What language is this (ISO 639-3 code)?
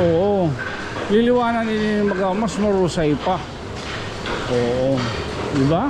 war